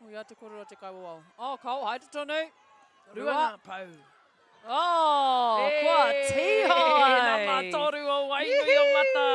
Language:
Māori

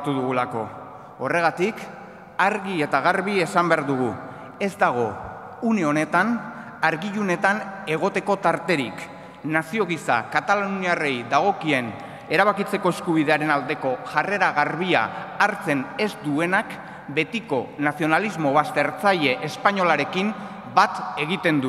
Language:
Basque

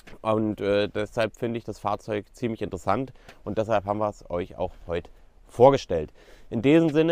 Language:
German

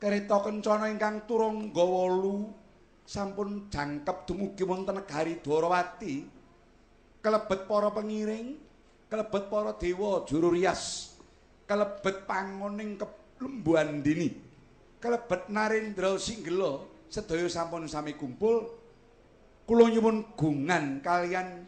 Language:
Javanese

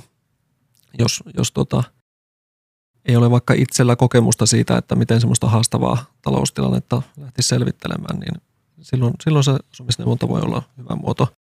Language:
Finnish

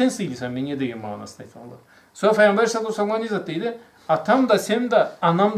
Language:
Karachay-Balkar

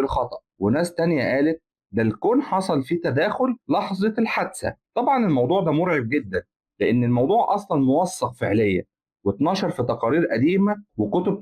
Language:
Egyptian Arabic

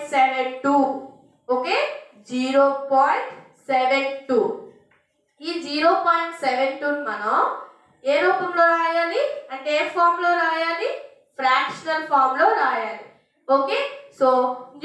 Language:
Telugu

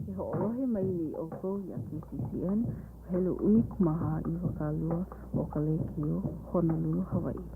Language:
Hawaiian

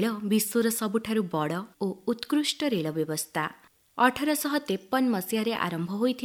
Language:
Odia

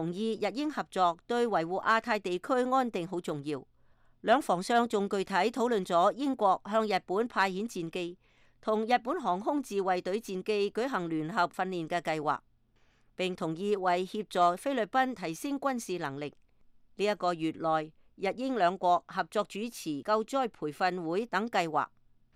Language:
Cantonese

